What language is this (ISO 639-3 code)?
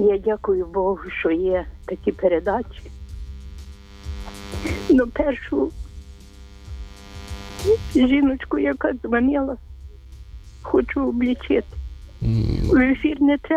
ukr